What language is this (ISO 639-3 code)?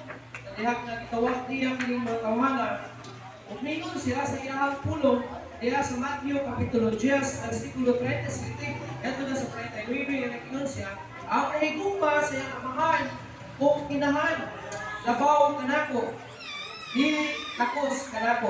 ceb